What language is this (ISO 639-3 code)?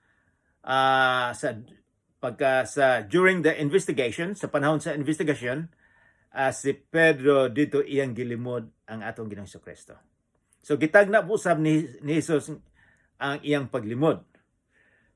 ceb